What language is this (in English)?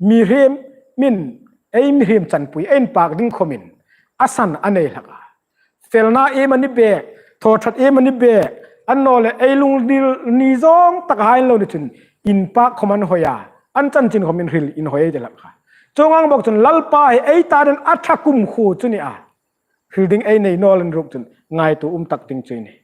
Hmar